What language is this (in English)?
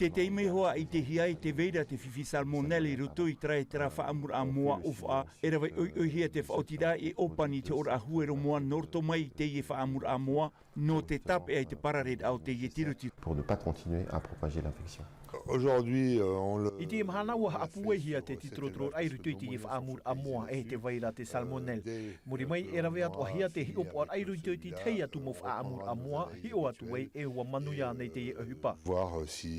Tahitian